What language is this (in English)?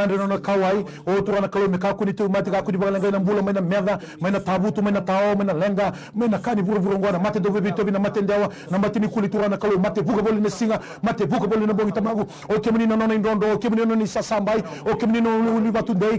Fijian